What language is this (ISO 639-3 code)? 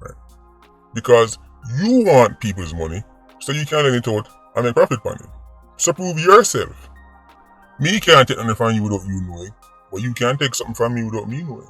jam